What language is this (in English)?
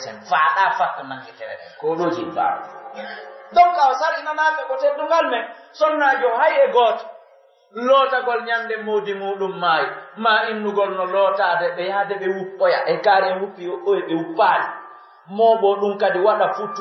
Pular